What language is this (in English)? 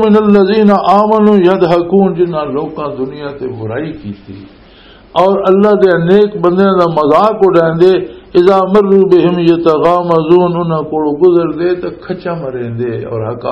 Western Panjabi